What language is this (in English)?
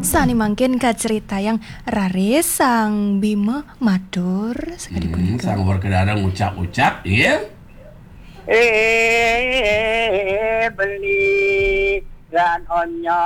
Balinese